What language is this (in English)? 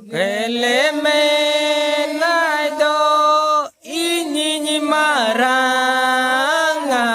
Santali